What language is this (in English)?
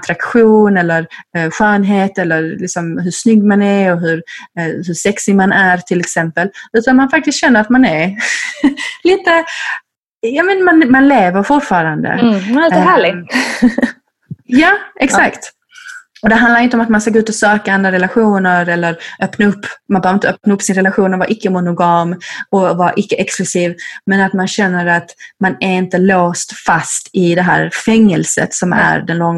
Swedish